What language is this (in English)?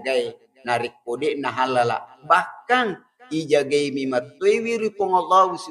Buginese